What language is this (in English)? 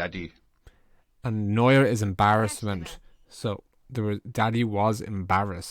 Irish